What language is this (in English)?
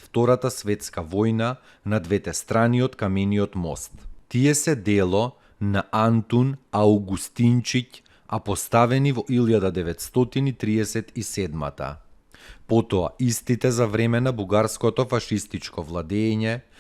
Macedonian